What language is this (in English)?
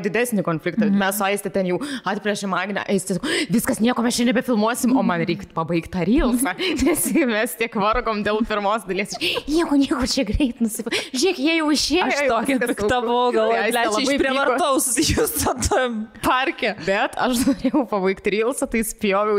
Lithuanian